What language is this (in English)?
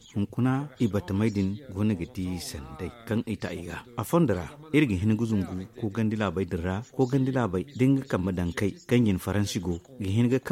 Zarma